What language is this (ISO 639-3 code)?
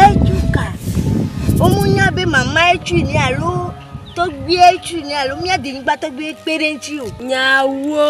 ewe